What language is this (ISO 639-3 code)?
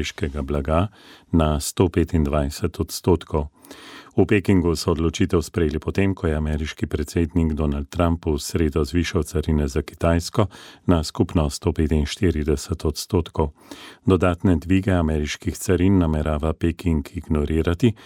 slv